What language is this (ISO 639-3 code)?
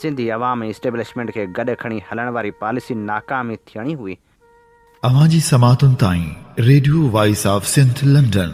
snd